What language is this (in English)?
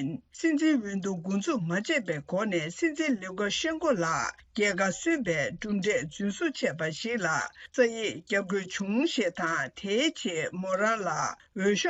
Tibetan